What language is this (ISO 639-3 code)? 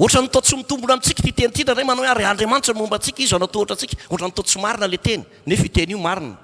mlg